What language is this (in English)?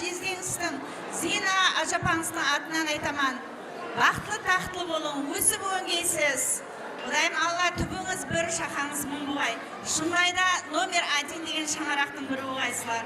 Kara-Kalpak